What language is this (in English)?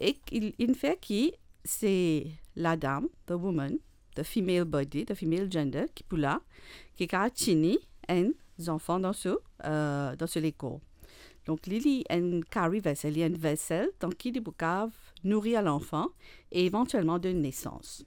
Morisyen